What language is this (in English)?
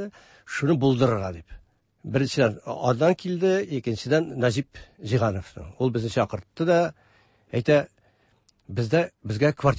Tatar